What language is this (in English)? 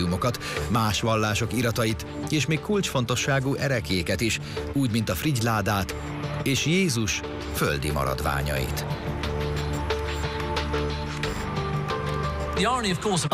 Hungarian